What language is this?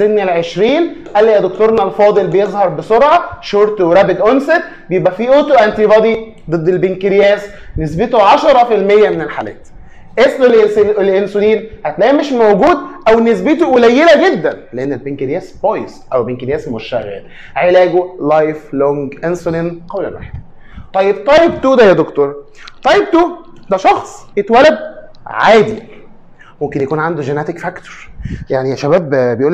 Egyptian Arabic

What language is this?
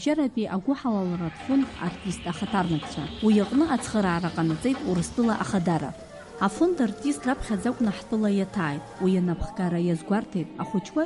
Abkhazian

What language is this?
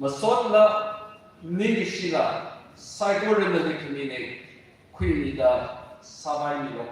Tangkhul Naga (India)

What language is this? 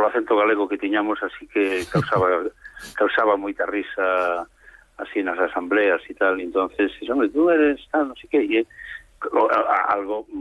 Galician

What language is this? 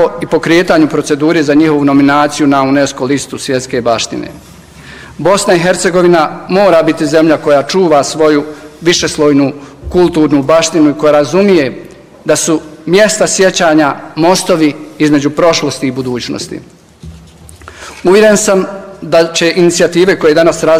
Bosnian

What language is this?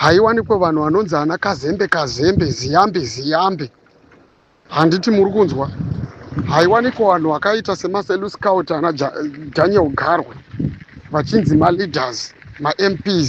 Shona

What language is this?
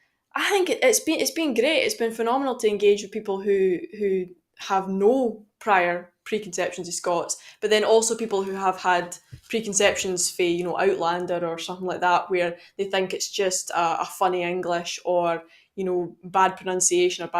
Scots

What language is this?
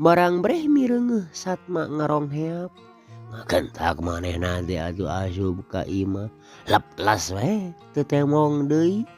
Sundanese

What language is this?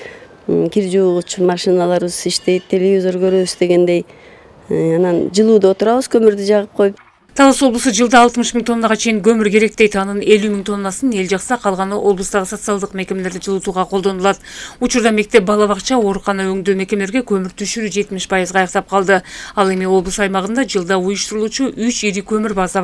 Kyrgyz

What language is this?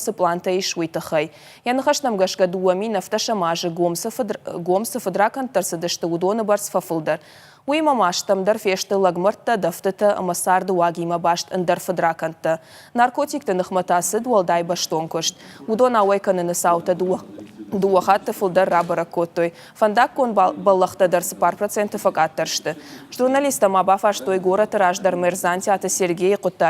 Ossetic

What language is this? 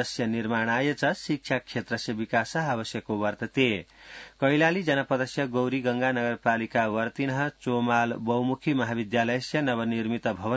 Sanskrit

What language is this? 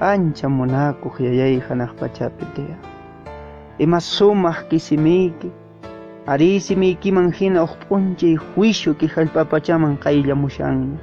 Quechua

